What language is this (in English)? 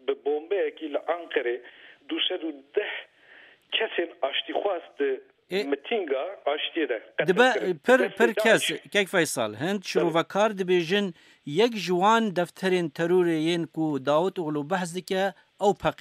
Kurdish